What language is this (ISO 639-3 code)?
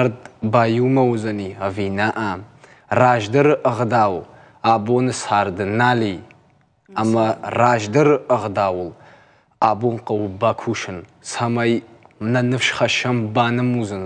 oss